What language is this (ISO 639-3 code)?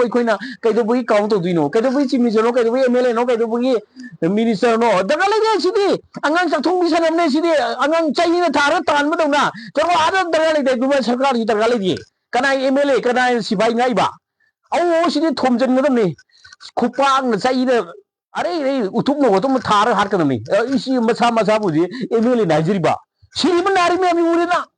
mni